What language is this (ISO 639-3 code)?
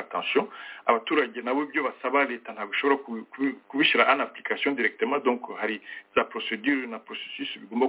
kin